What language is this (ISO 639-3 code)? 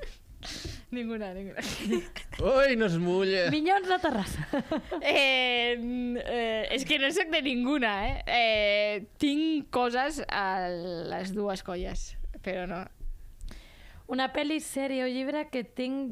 cat